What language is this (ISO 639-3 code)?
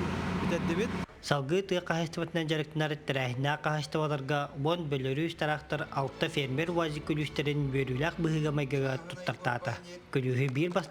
sah